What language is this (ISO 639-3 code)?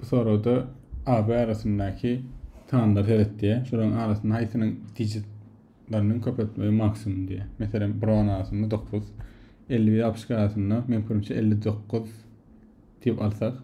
tuk